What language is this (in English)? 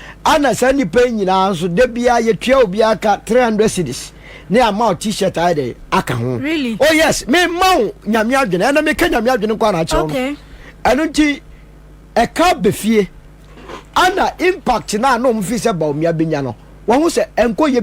Akan